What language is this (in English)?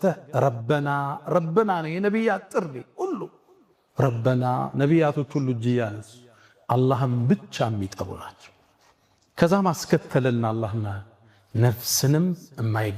Amharic